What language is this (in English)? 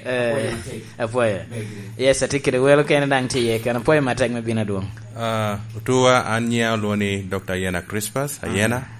Lango (Uganda)